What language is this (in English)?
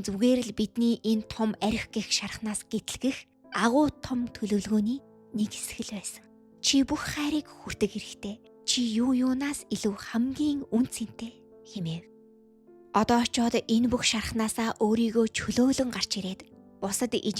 Mongolian